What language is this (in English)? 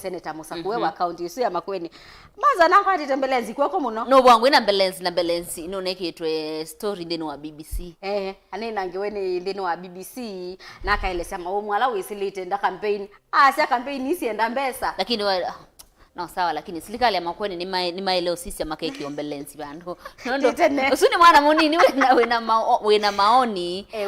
Kamba